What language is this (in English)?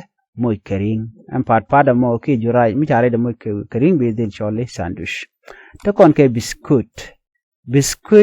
Nuer